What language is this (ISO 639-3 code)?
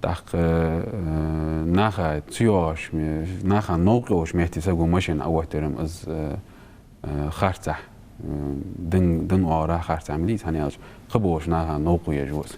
inh